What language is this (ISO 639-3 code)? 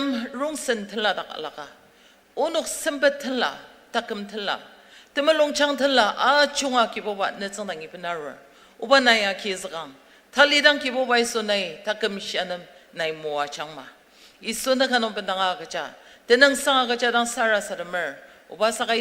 njo